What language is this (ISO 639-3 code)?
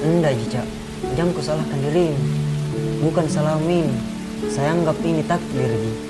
mfp